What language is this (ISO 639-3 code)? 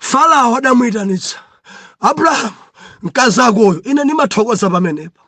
nya